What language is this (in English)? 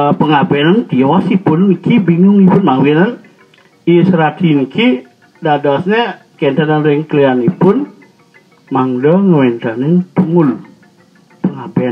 Balinese